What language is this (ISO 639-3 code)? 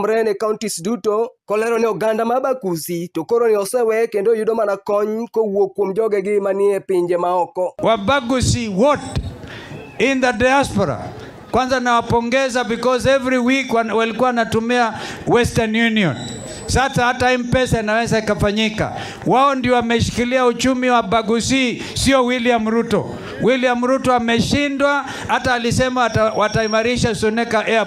luo